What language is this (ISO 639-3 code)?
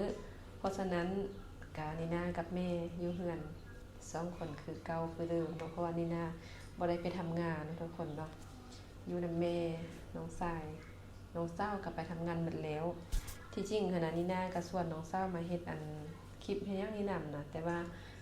lao